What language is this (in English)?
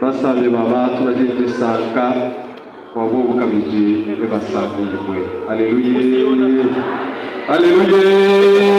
Luba-Lulua